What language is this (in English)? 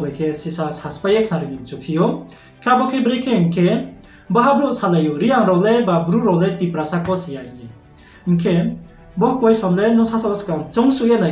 Riang (India)